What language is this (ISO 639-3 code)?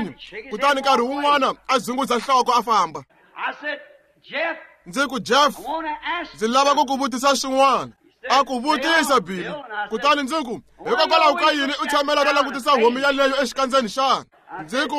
tso